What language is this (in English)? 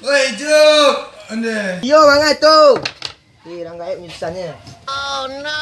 Minangkabau